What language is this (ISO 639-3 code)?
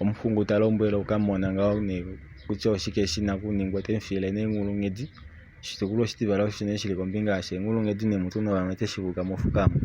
kua